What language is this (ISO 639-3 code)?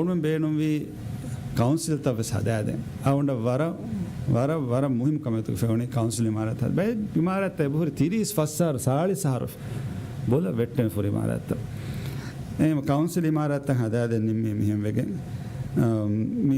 div